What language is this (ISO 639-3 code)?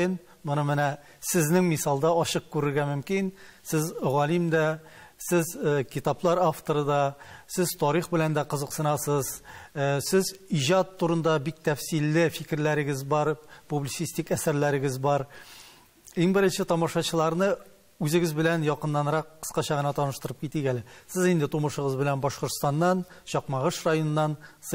tat